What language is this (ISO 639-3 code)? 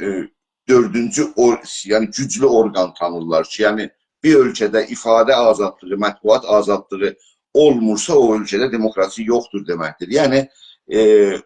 azb